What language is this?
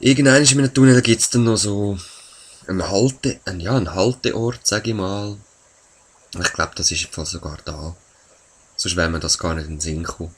Swiss German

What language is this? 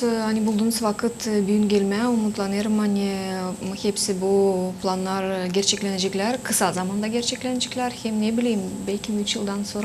Gagauz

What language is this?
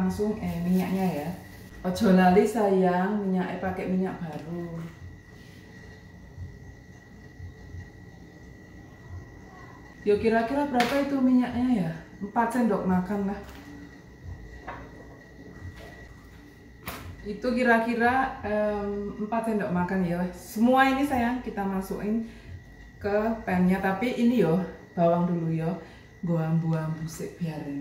Indonesian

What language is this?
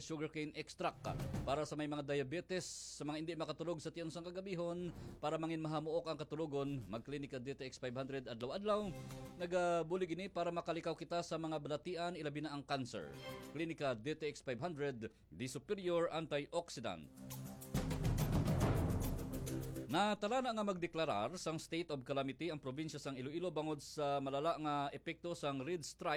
Hiligaynon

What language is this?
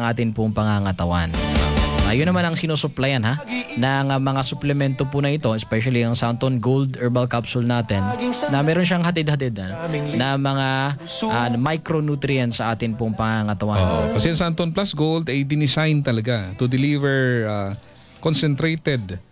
Filipino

